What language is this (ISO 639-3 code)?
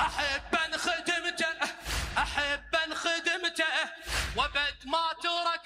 acm